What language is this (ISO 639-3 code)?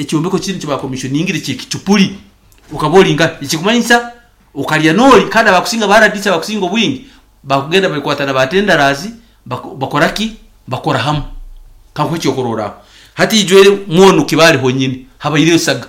nyn